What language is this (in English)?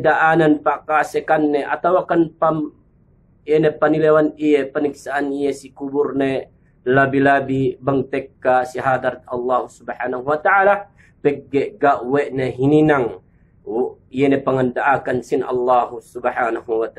Yakan